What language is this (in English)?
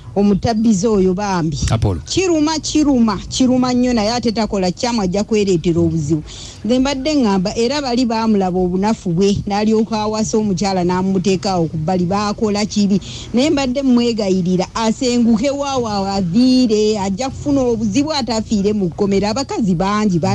Ganda